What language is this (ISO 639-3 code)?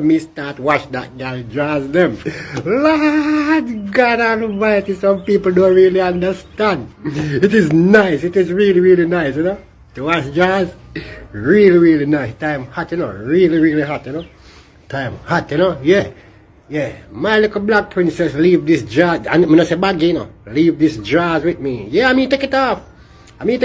jam